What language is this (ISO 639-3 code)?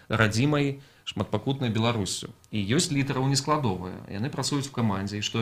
bel